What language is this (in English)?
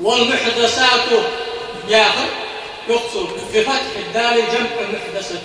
Ingush